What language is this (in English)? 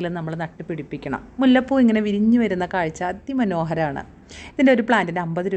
Malayalam